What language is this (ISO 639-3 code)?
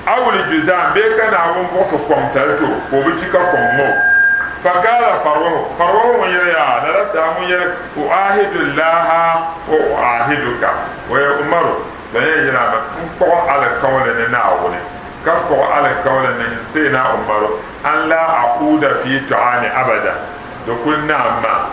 dag